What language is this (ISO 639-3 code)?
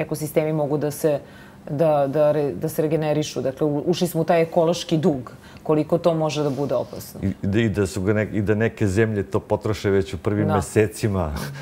srp